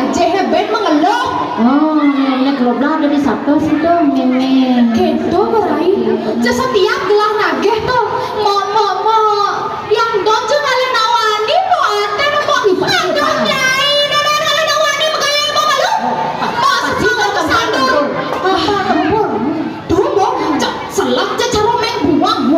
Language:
Balinese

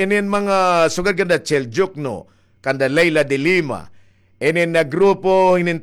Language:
Waray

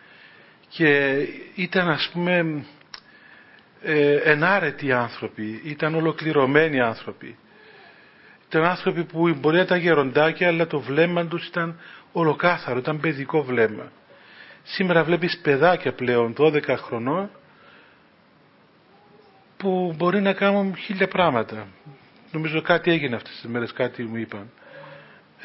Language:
Greek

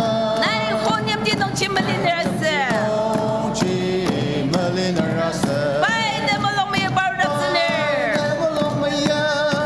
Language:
Ao Naga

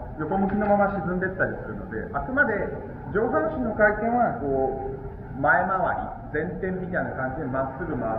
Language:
Japanese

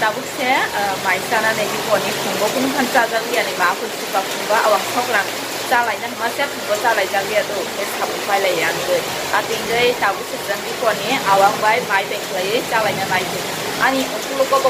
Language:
Kok Borok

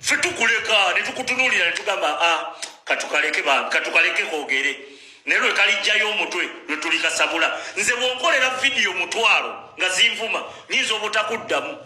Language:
Ganda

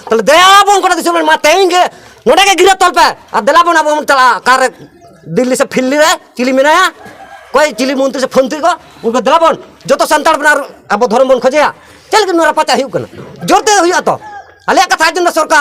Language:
Santali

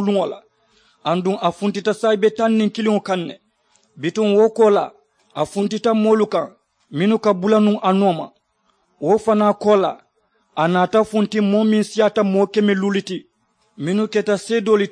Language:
Mandingo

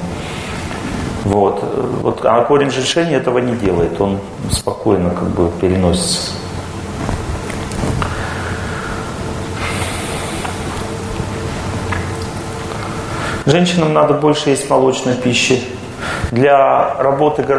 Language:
Russian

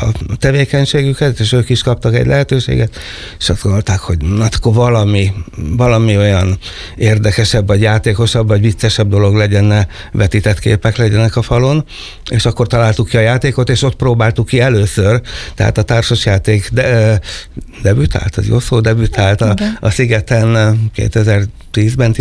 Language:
Hungarian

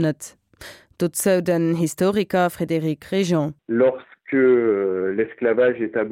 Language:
Luxembourgish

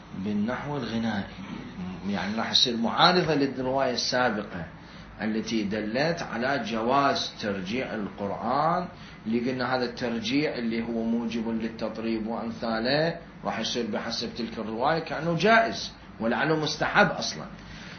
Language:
Mesopotamian Arabic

